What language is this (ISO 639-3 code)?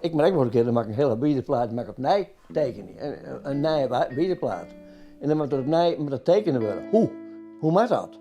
fry